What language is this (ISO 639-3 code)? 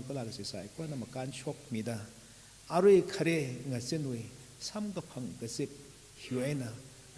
nmf